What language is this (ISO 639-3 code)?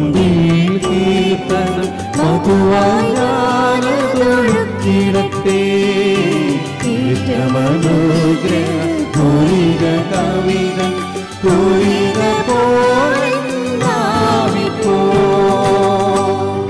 mal